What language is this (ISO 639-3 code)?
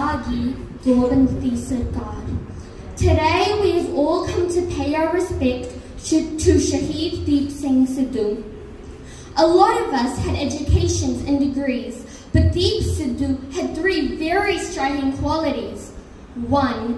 pan